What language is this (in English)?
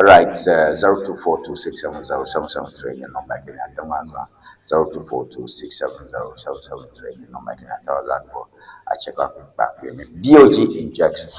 Ewe